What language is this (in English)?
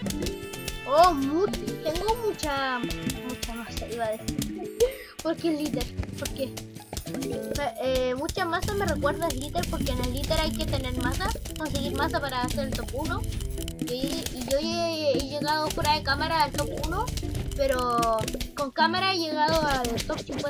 Spanish